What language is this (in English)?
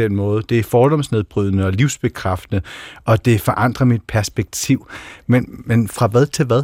Danish